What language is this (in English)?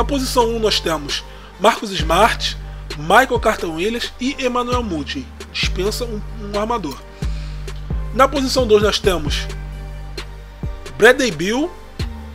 Portuguese